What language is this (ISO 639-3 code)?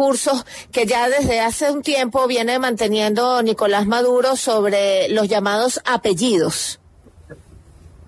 spa